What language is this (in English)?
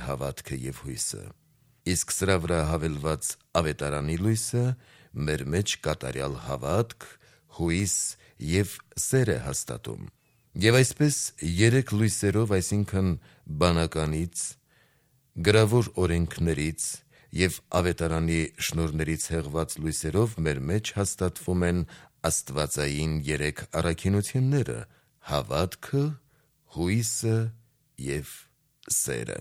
Armenian